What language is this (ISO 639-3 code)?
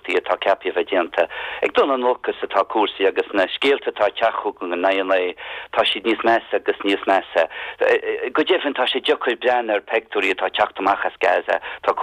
gle